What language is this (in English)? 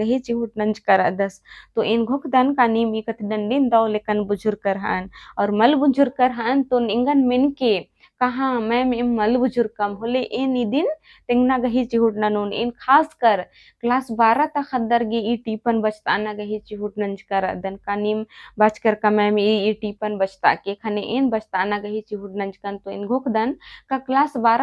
Kurukh